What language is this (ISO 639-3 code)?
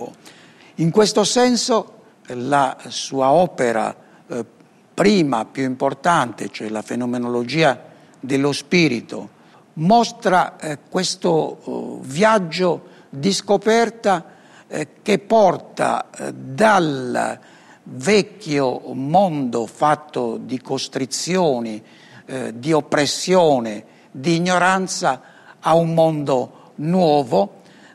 ita